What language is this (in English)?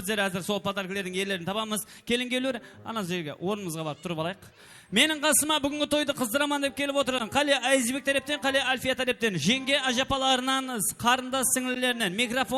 Kara-Kalpak